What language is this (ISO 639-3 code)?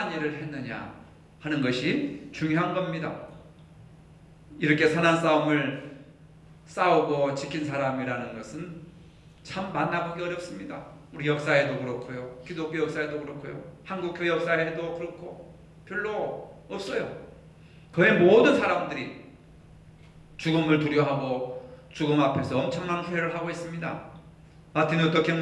kor